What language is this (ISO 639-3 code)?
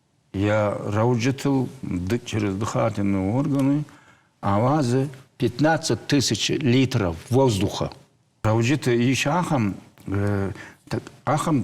oss